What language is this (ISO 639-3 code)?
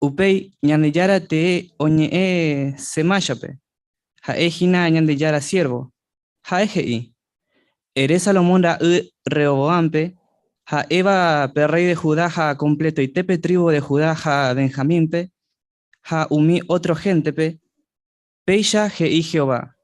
grn